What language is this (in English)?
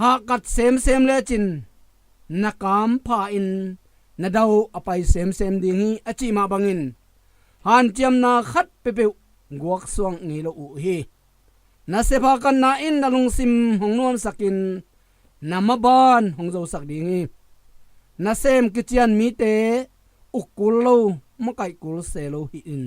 Tedim Chin